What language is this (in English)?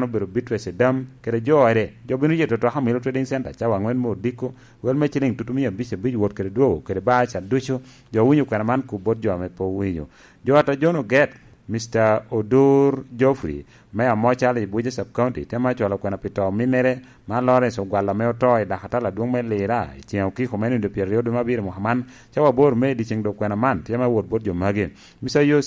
Lango (Uganda)